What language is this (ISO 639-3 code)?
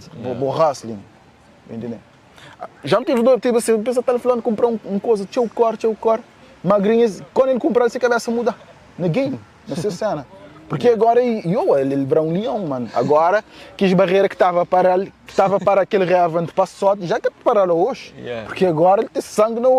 kea